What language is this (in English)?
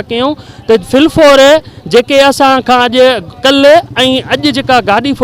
Sindhi